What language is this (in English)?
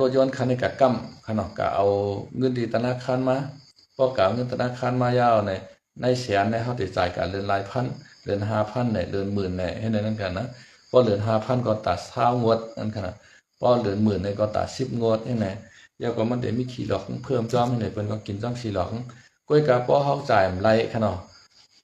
Shan